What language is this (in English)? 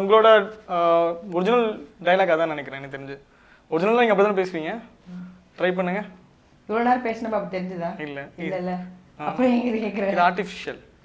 Tamil